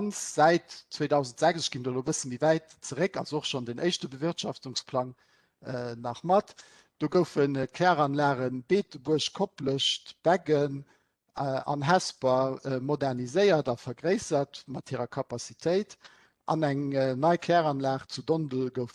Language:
Luxembourgish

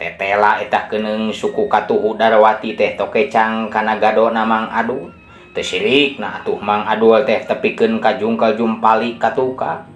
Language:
Sundanese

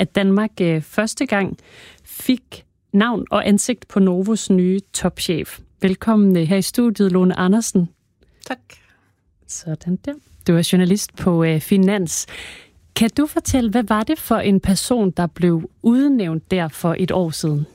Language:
Danish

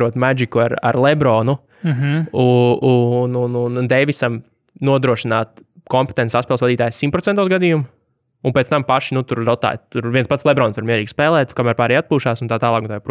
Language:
Latvian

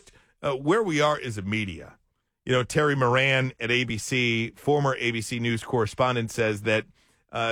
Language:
English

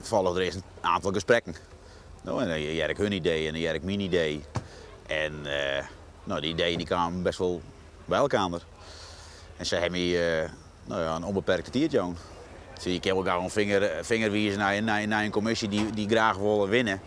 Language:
Western Frisian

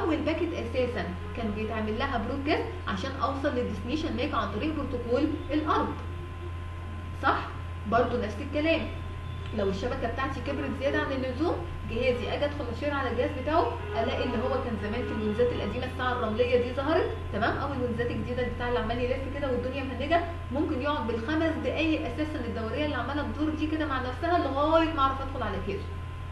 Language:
Egyptian Arabic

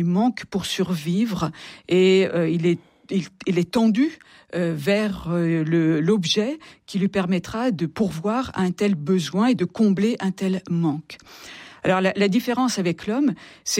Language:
French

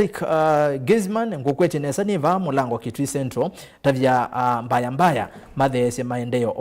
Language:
Kamba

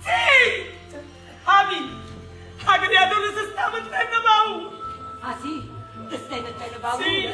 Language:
Neapolitan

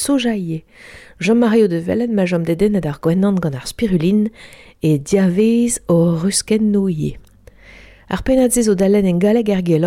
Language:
Breton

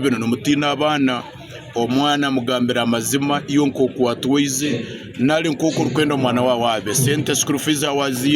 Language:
Nyankole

